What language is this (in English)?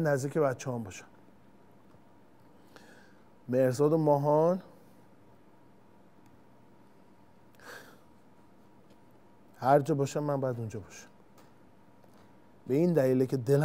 Persian